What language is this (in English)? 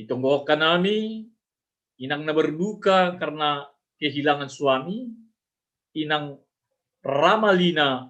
Batak Simalungun